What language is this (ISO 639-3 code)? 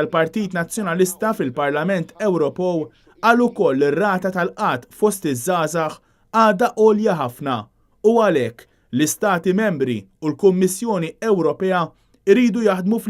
mlt